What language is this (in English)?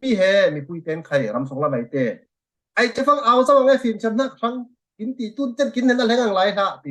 Falam Chin